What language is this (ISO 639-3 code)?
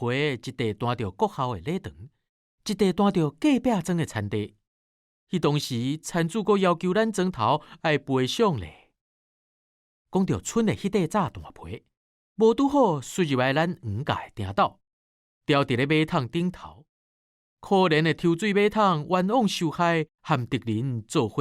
nan